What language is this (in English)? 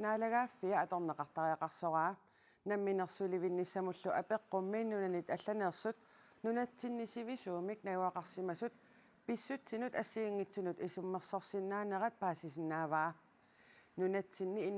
Kalaallisut